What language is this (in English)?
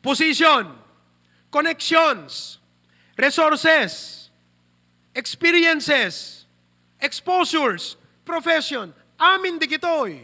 Iloko